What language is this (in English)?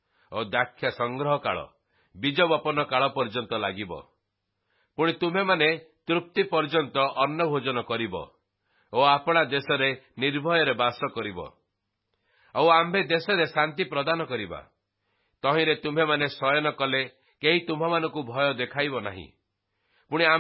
Odia